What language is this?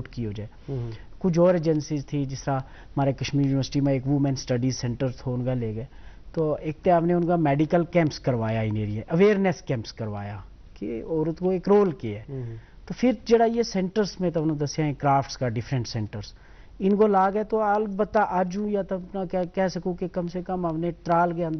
Gujari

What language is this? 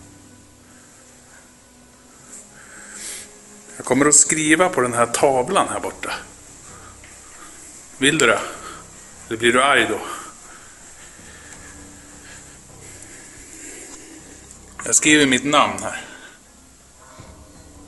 Swedish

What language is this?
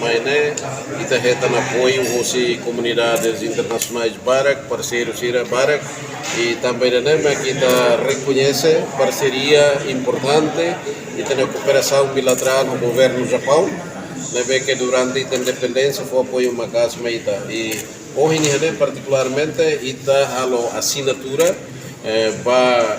Tetum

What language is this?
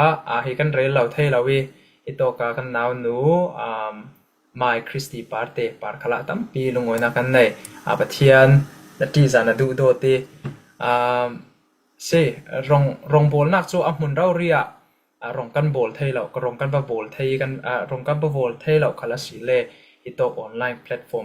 Falam Chin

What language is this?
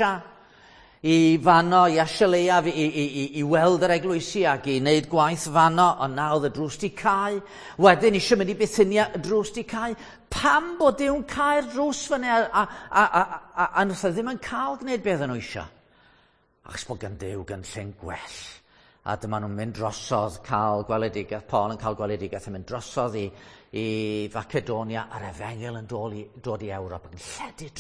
Welsh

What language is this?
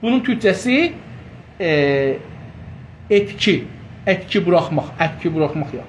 South Azerbaijani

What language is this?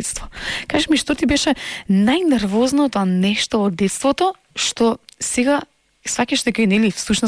Macedonian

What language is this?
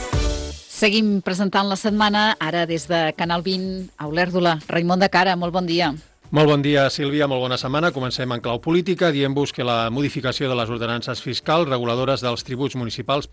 Catalan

